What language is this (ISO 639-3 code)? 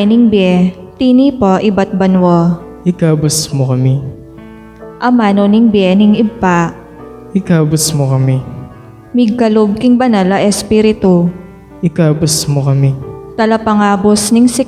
pam